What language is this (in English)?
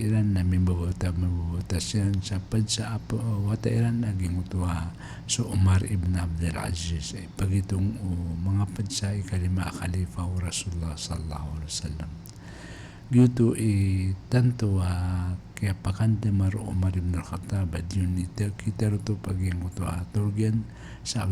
Maranao